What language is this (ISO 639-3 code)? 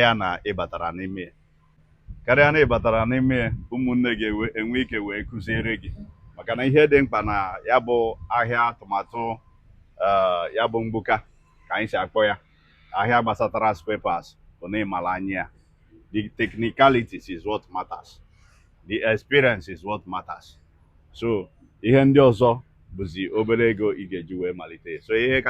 ibo